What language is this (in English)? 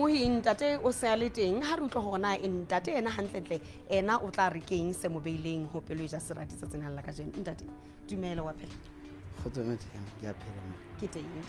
Southern Sotho